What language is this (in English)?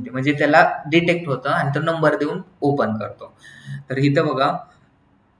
Marathi